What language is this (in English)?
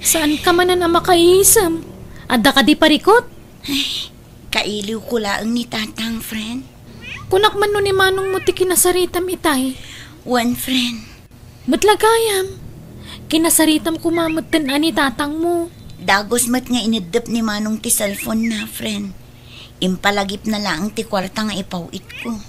Iloko